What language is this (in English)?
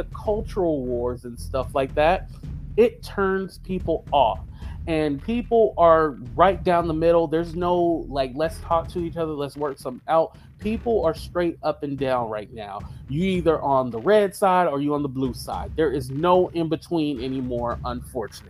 English